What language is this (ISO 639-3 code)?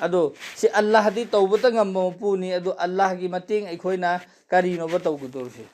mni